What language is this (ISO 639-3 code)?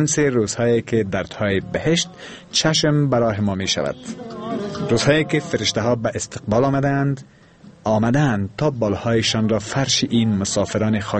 fas